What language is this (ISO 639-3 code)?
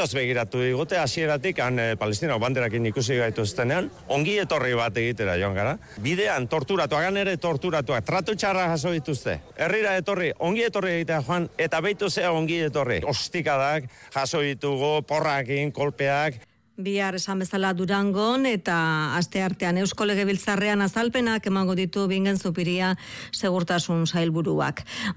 eus